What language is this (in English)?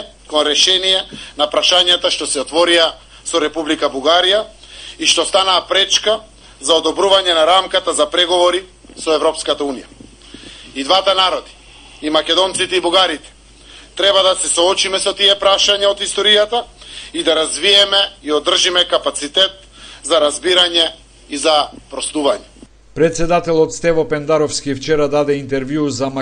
Macedonian